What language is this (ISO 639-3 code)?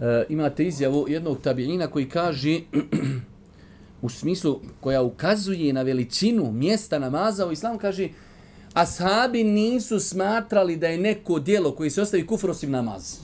bos